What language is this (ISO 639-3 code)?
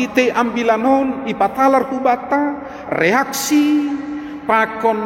bts